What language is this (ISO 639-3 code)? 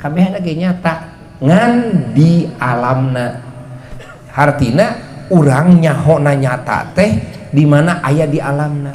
sun